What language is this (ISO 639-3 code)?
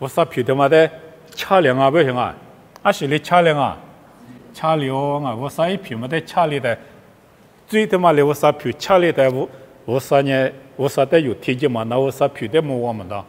lis